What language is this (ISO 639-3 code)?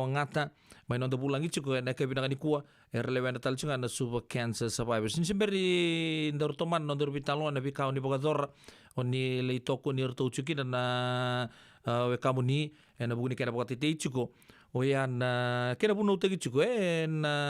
fij